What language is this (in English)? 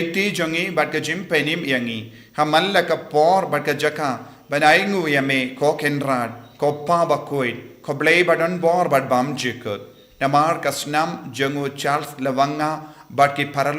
Khasi